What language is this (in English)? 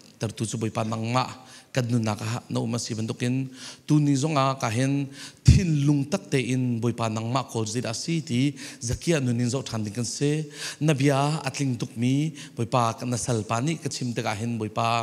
Falam Chin